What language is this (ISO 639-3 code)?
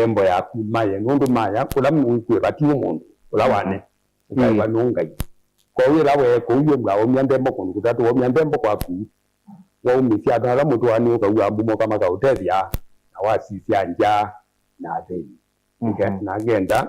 kam